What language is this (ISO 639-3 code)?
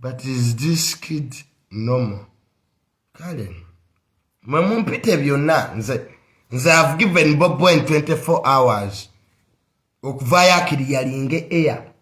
lug